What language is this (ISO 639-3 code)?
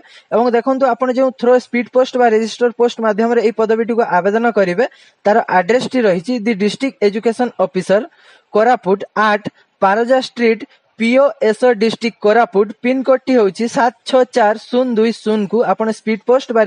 ori